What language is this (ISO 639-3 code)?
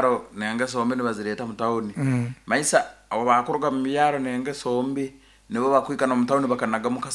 nyn